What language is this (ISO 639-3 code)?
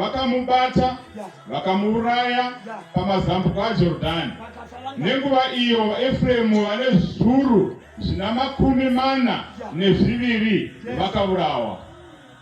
sna